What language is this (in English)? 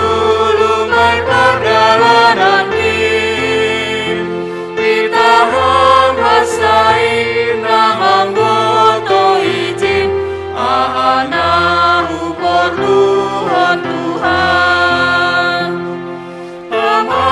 Batak Simalungun